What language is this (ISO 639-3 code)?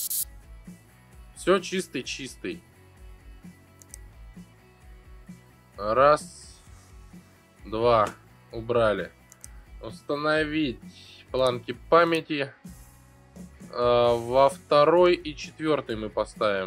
rus